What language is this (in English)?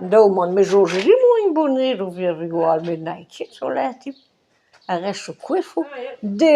Breton